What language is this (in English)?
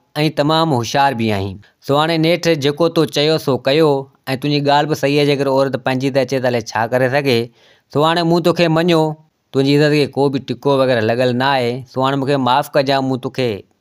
Sindhi